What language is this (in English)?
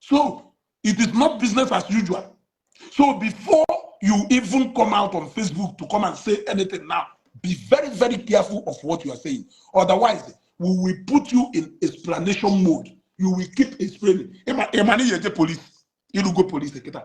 Igbo